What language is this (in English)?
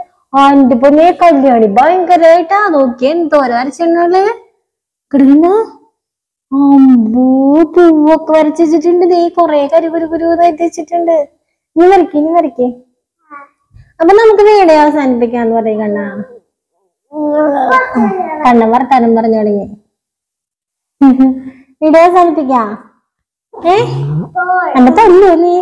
Malayalam